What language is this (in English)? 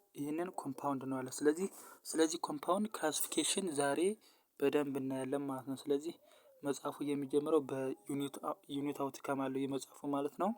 Amharic